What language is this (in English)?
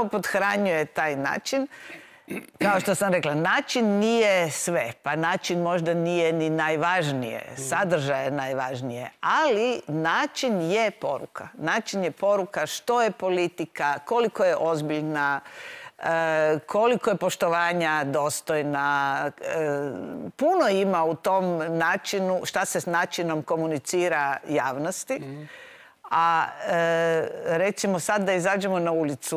Croatian